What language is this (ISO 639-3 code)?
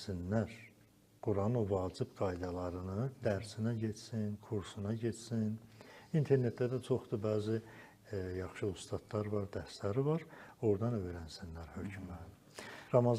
aze